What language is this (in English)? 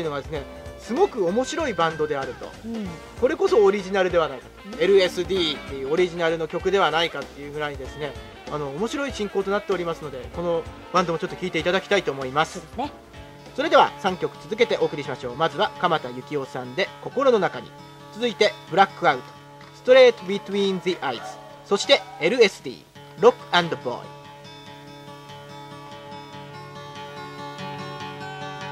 Japanese